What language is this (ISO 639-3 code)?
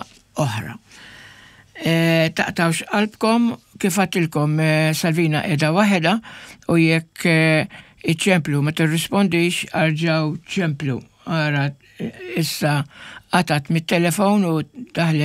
mlt